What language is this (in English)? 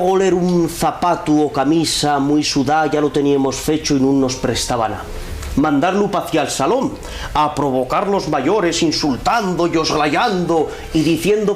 Asturian